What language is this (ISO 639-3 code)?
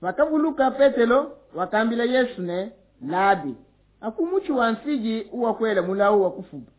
lua